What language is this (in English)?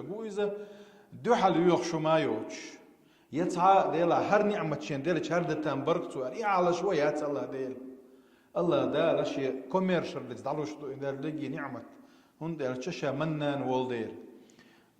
Chechen